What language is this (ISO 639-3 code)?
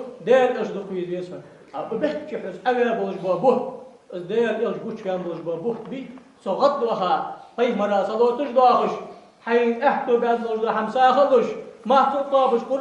inh